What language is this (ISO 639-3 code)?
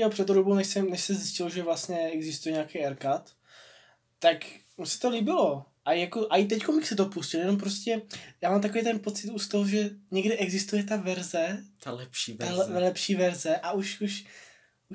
ces